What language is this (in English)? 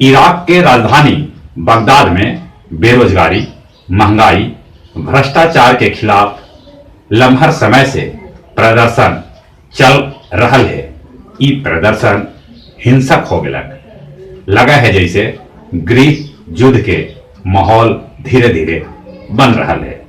Magahi